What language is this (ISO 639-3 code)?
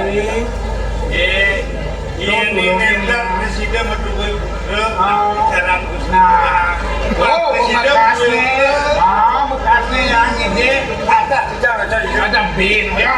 ban